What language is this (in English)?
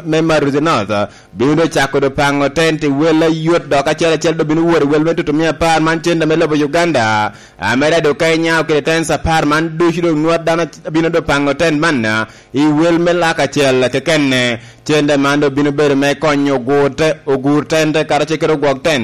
Lango (Uganda)